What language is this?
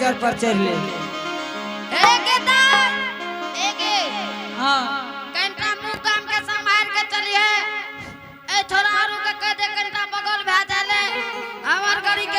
Angika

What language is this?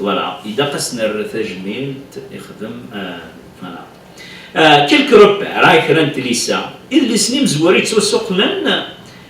Kabyle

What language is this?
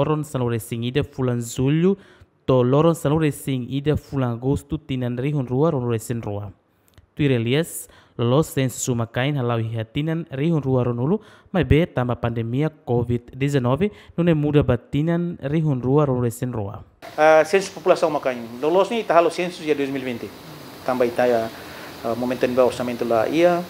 Tetum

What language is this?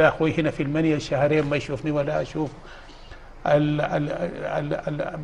Sudanese Arabic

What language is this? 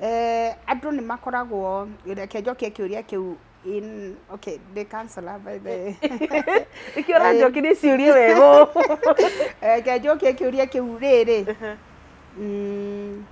Kikuyu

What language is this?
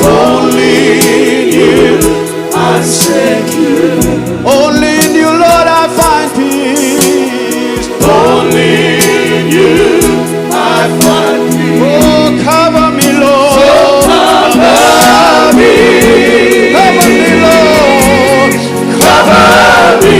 Fijian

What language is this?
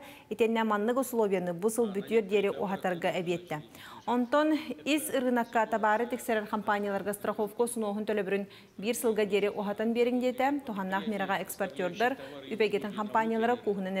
Yakut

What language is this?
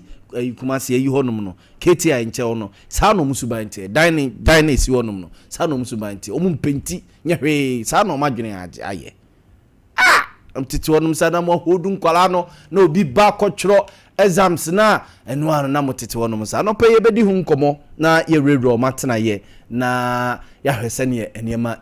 Akan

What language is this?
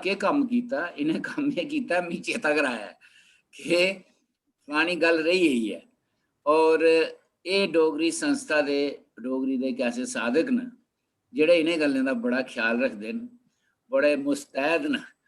Dogri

